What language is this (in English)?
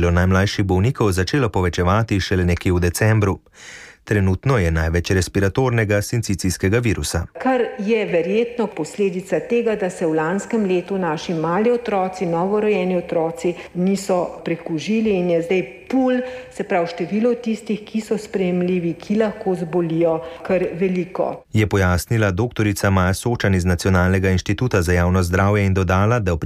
Slovenian